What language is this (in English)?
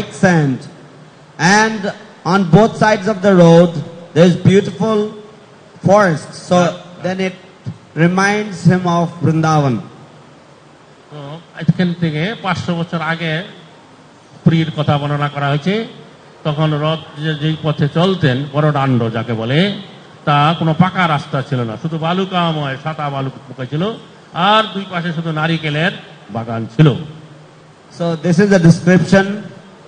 Bangla